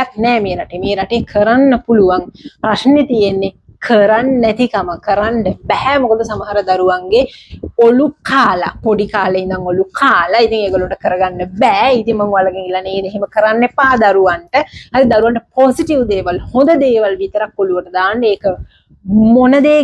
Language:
Sinhala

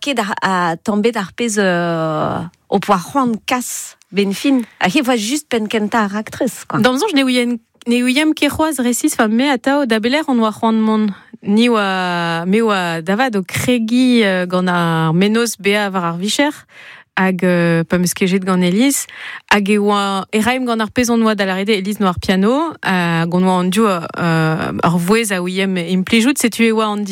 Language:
Breton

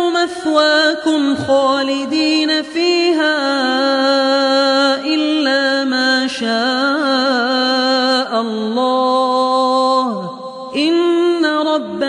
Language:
Arabic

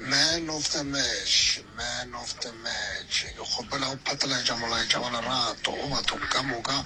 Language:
Northern Sotho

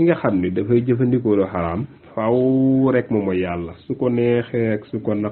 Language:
Wolof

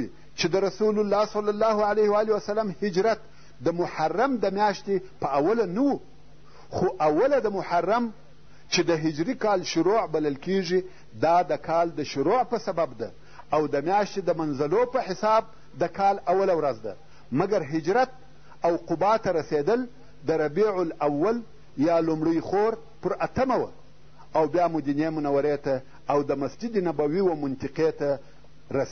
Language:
Pashto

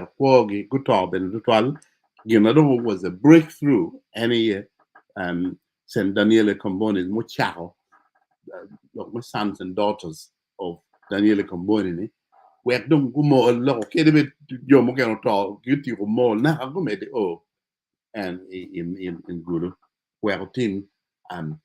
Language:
Acoli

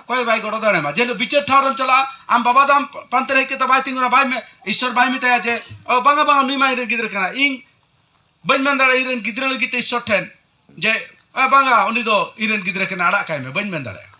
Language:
Santali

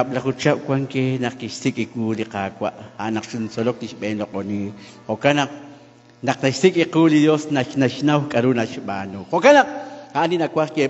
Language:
Kekchí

